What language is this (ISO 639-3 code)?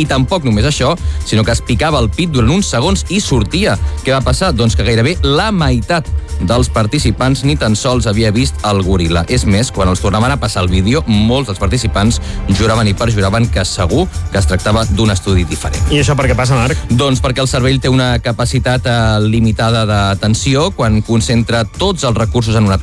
cat